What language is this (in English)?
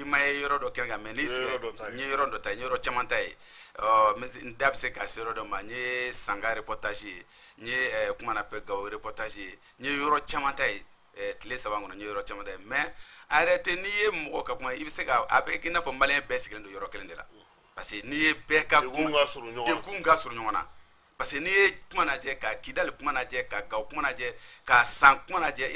Bambara